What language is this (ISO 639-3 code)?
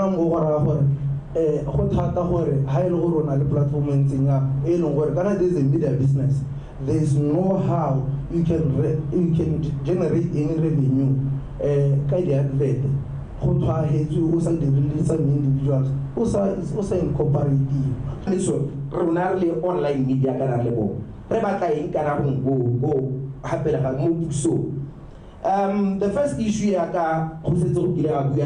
tsn